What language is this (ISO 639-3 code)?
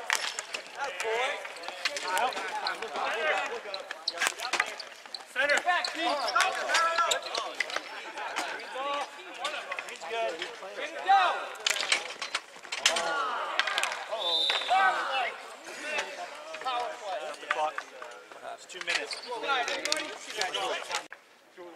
eng